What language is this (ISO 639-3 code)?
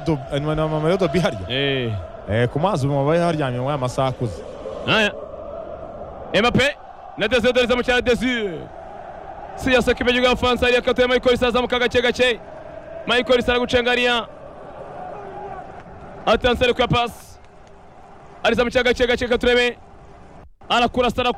kin